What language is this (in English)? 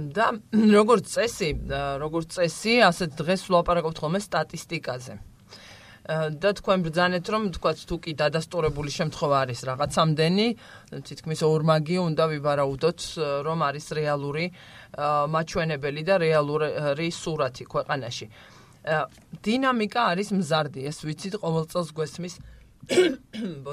Georgian